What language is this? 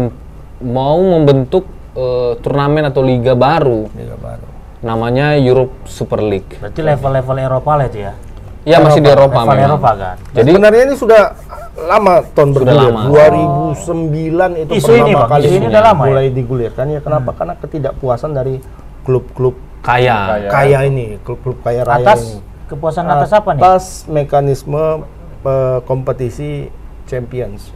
Indonesian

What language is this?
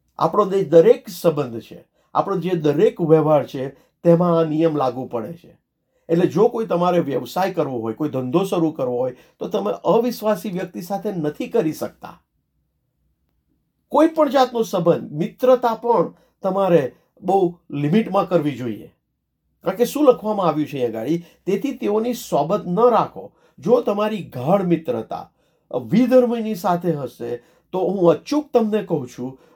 Gujarati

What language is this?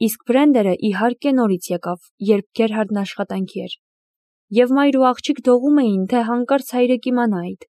Armenian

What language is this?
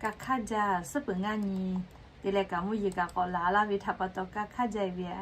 Lahu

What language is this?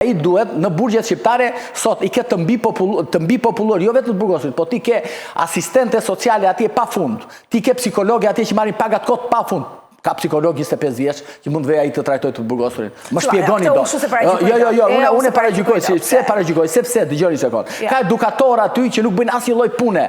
Albanian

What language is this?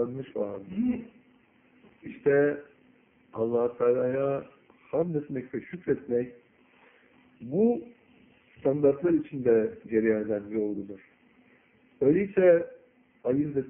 Turkish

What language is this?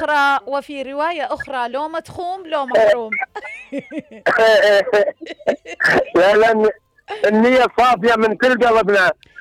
Mesopotamian Arabic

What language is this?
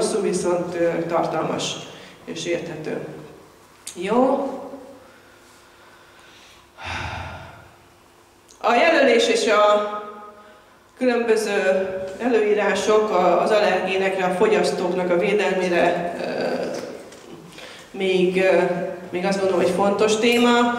Hungarian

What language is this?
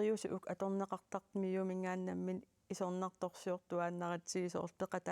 Kalaallisut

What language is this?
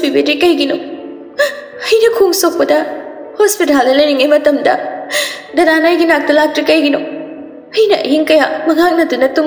Manipuri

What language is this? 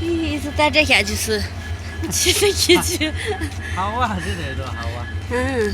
Naga Pidgin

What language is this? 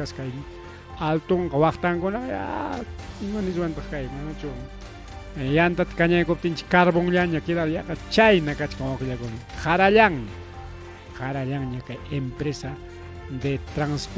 Ayacucho Quechua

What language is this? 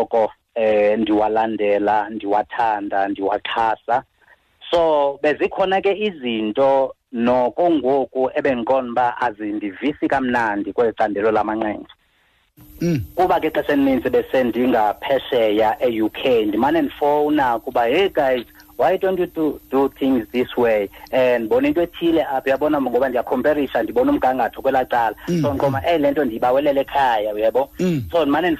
Xhosa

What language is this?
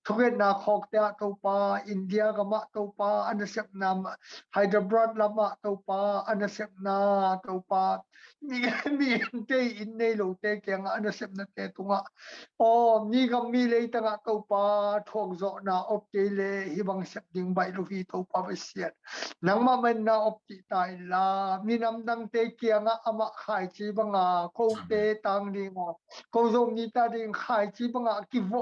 Tedim Chin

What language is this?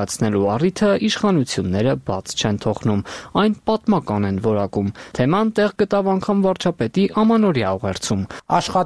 Armenian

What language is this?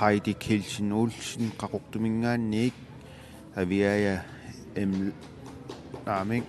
Kalaallisut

